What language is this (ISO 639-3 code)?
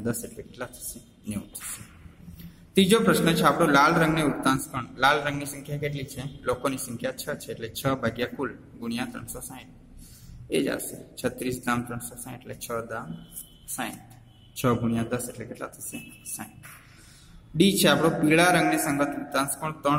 guj